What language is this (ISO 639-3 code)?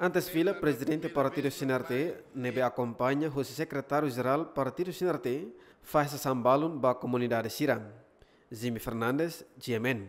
tet